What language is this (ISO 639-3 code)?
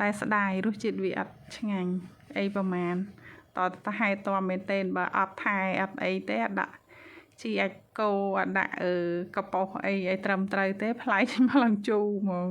khm